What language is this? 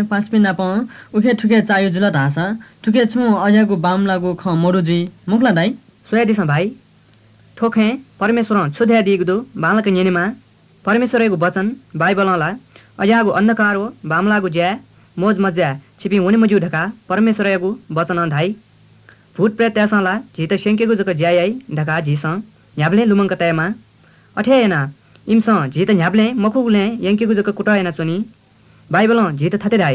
Newari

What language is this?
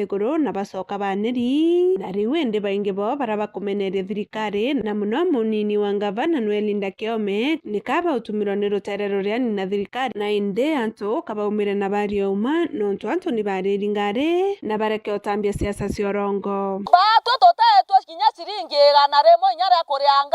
Meru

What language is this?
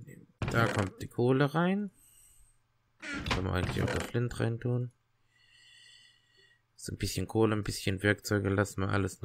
German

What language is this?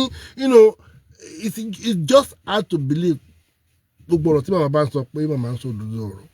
Yoruba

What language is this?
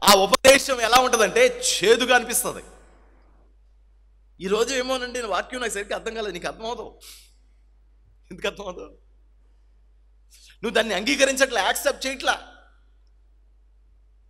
Telugu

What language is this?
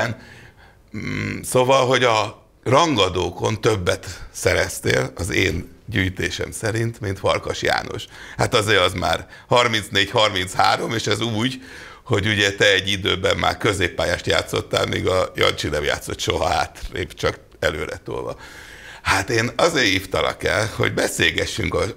Hungarian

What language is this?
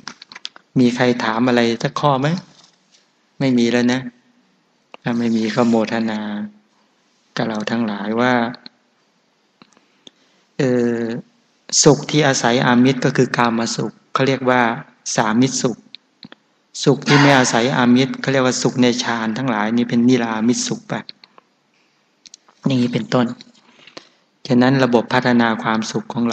Thai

